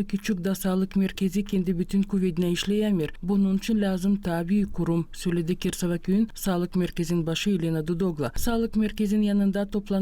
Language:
Gagauz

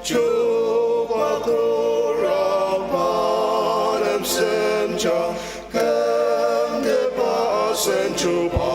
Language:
Ao Naga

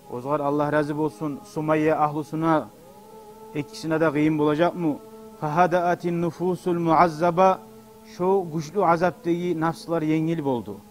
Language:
Kumyk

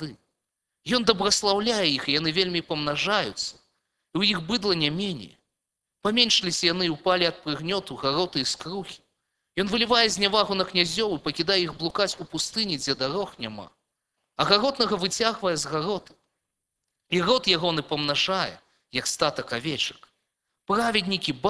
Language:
Belarusian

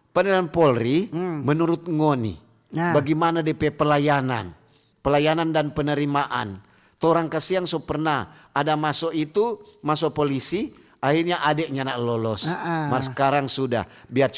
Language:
Manado Malay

